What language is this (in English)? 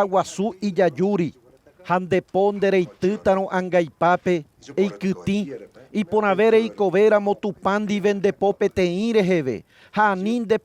Guarani